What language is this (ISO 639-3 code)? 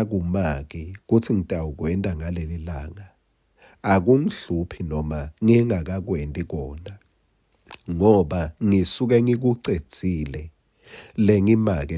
ssw